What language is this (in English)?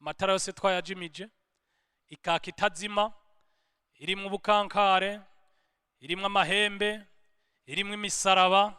Rundi